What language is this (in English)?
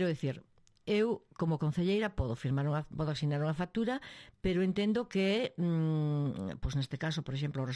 Galician